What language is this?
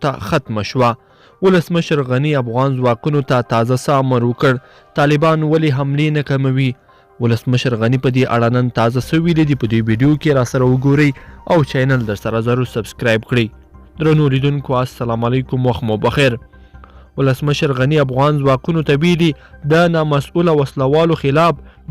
Pashto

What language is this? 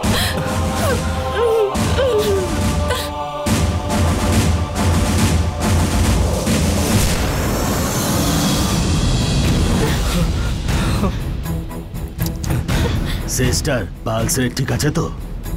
Bangla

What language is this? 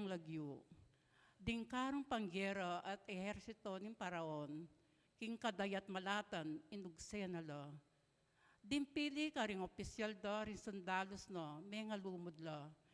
Pampanga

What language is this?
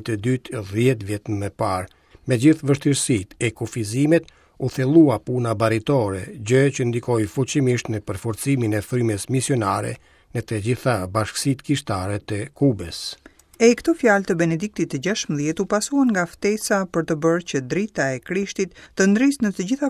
Albanian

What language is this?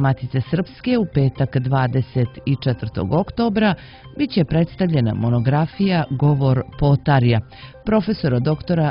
Croatian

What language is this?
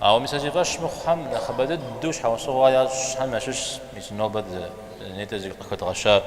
Kabardian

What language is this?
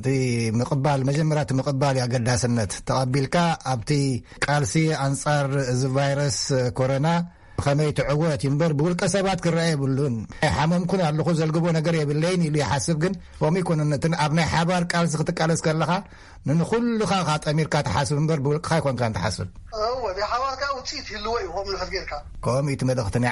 Tigrinya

